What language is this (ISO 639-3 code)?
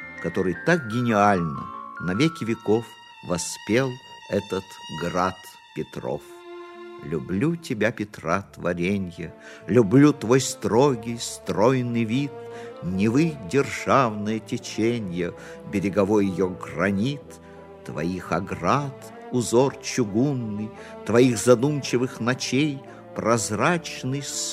rus